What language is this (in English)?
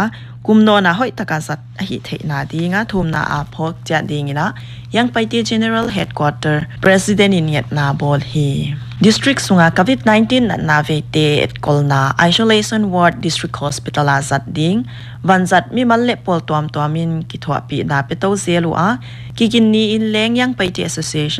Paite Chin